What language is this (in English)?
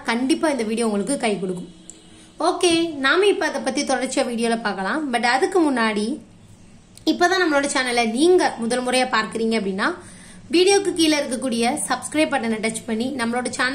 Tamil